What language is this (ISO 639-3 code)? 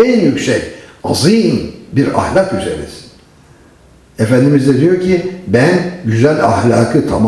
tur